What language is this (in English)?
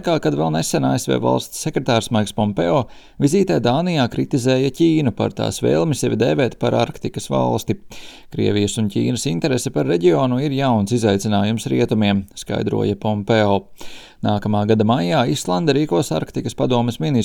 Latvian